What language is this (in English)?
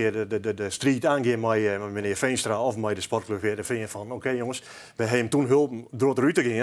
Western Frisian